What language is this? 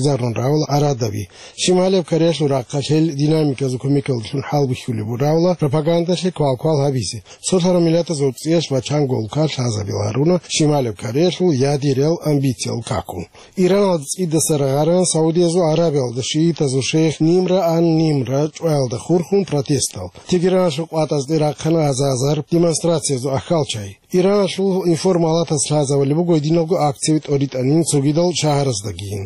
Avaric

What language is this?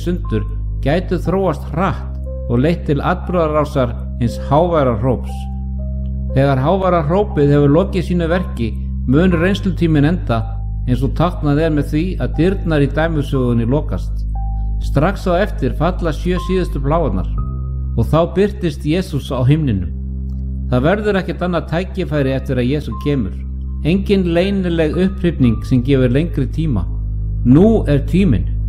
Icelandic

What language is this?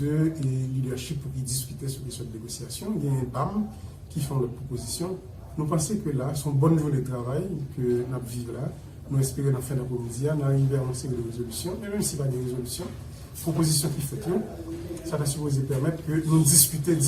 Haitian Creole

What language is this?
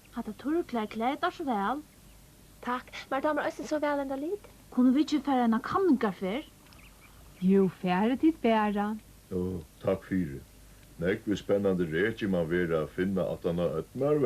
Faroese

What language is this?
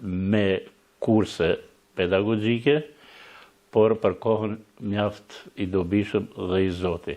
Albanian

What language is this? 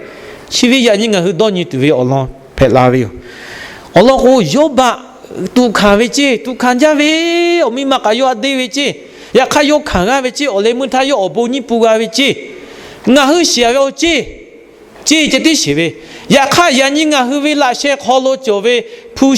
Lahu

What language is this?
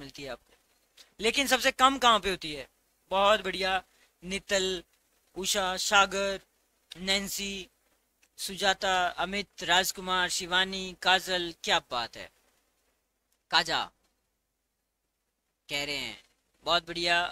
Hindi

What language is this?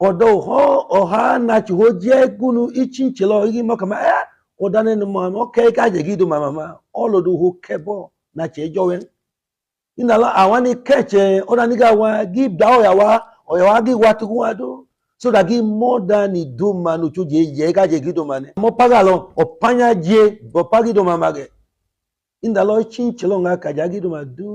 Idoma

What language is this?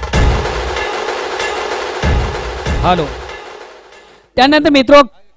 Marathi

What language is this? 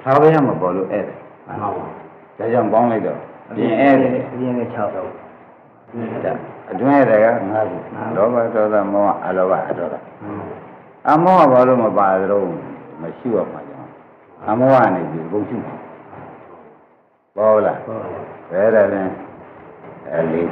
Burmese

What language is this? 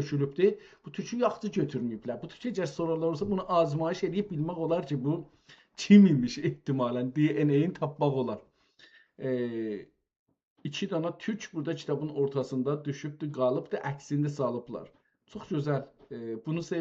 South Azerbaijani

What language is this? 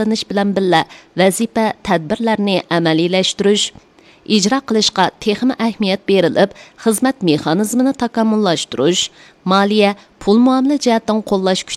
Uyghur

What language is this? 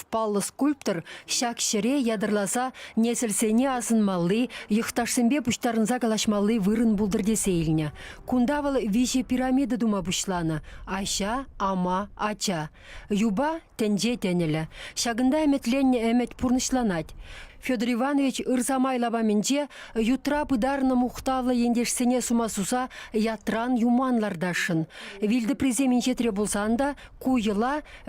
Chuvash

